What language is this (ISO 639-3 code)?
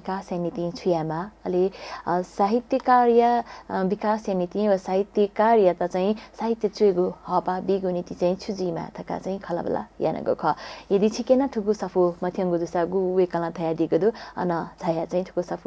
new